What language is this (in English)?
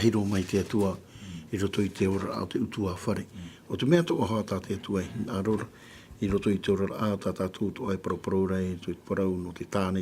Tahitian